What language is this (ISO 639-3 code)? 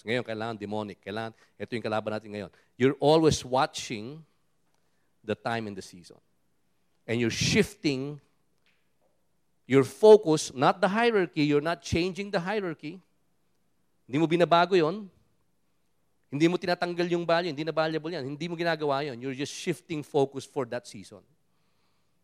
fil